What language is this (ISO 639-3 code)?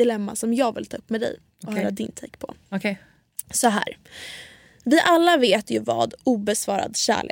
swe